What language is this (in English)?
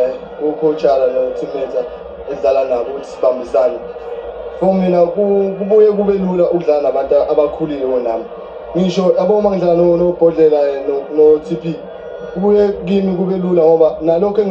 Zulu